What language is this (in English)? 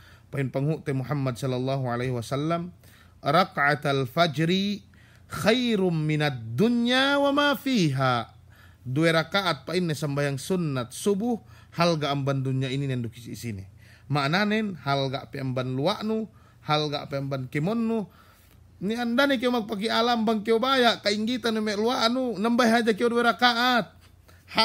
Yakan